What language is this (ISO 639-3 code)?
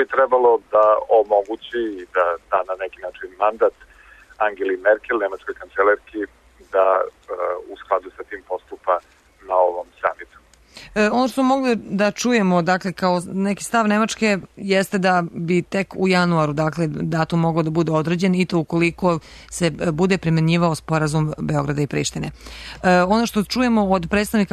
srp